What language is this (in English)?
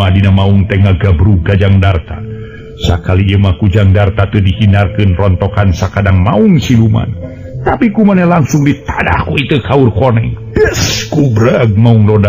Sundanese